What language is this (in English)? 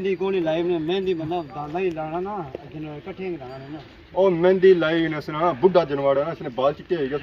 Pahari-Potwari